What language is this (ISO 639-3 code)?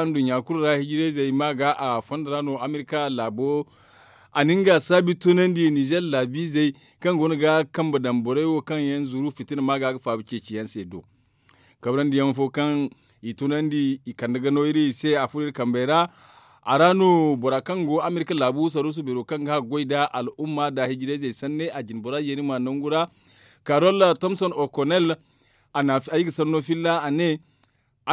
dje